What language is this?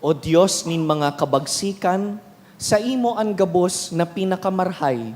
Bikol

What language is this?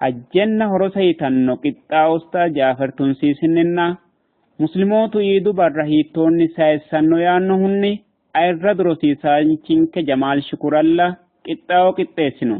Sidamo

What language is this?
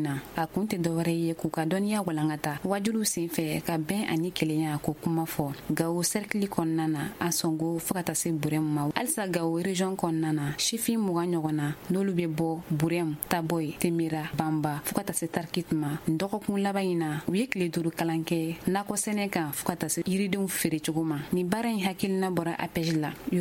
Bambara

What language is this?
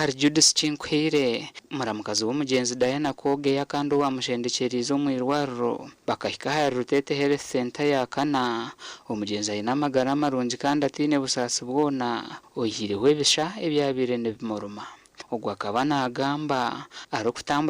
Nyankole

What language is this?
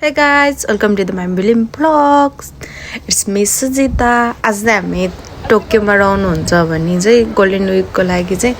Nepali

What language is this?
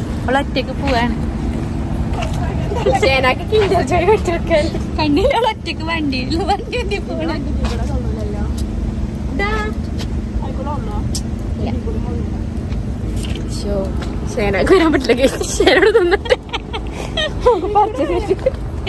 Malayalam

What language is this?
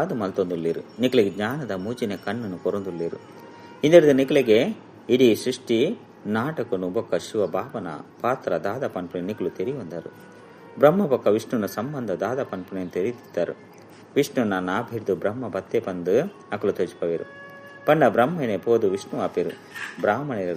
Tulu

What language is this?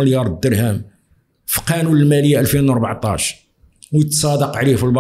Moroccan Arabic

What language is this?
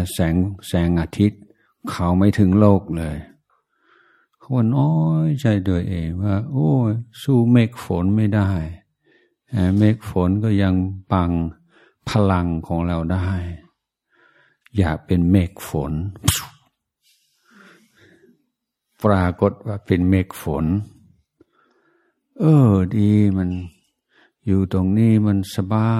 Thai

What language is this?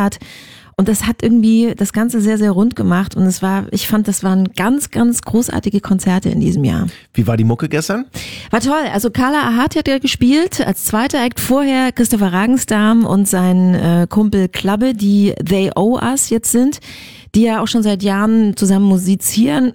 German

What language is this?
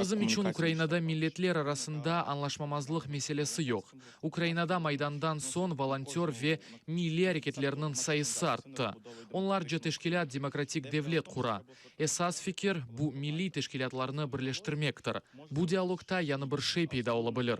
Crimean Tatar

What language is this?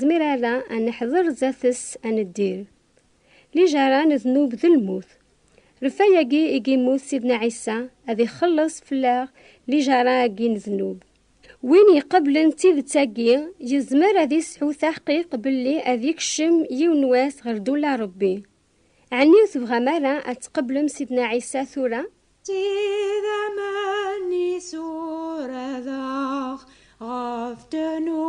Kabyle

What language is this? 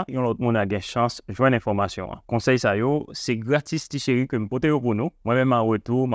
Haitian Creole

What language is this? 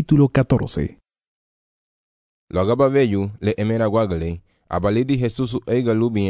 Garifuna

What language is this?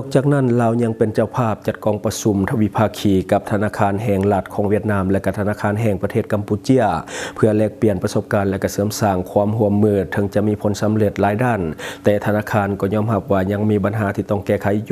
Lao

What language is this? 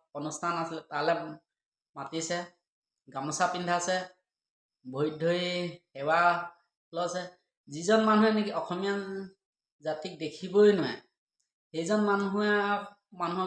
Assamese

